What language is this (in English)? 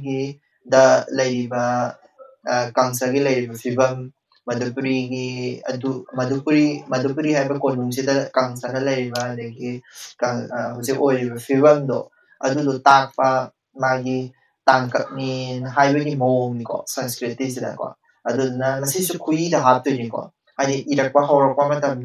Manipuri